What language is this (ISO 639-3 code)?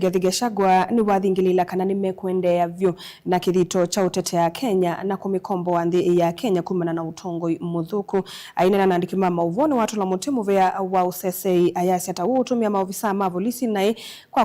kam